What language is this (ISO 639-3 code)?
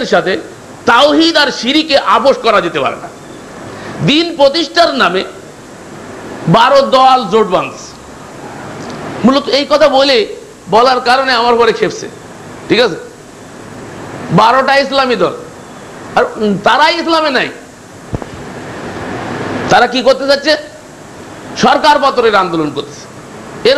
ben